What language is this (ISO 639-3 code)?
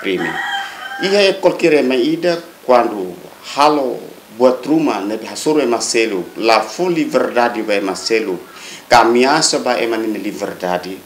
tet